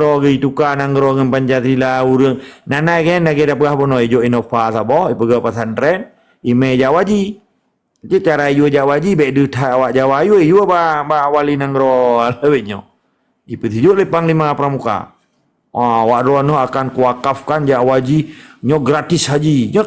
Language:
Achinese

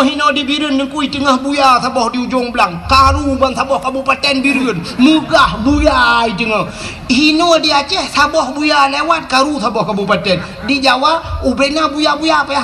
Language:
Achinese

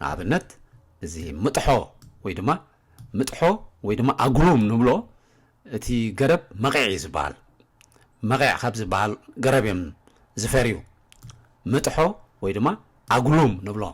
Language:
Tigrinya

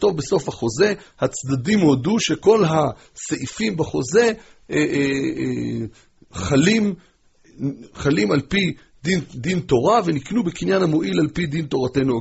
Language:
Hebrew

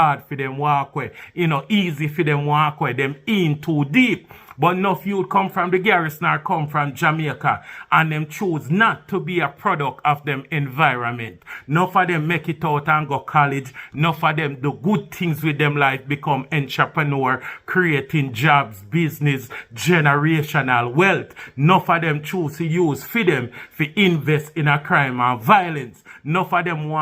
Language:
Jamaican Creole English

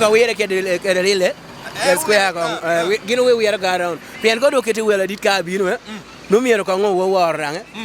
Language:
Lango (Uganda)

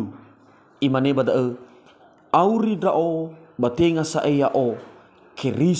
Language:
Nias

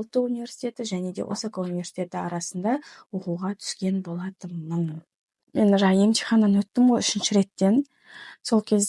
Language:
Kazakh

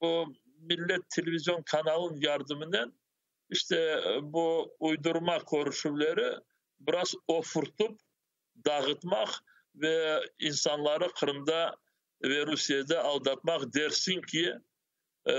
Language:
Crimean Tatar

